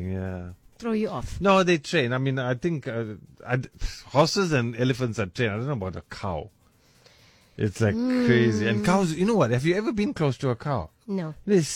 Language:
English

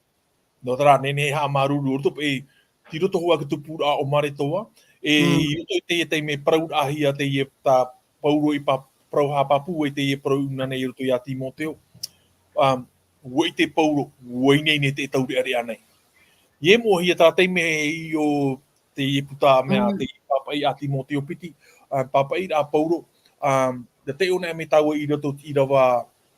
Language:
Tahitian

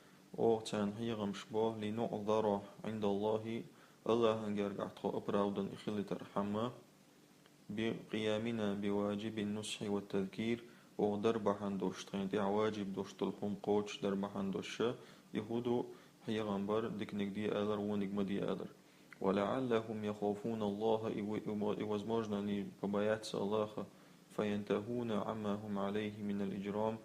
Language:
Chechen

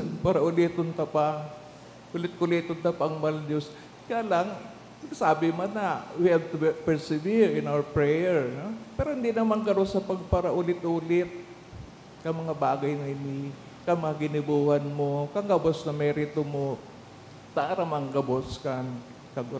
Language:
Bikol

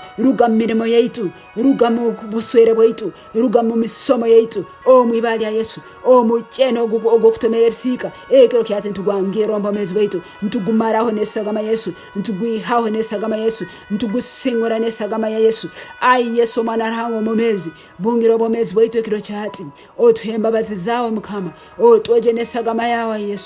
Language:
Tooro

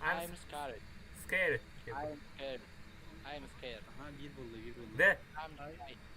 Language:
Yakut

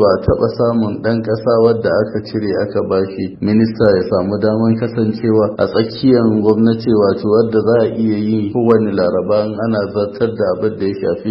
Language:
Hausa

